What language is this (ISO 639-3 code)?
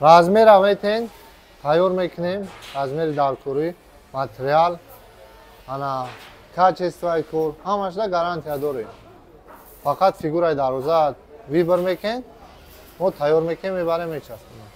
tgk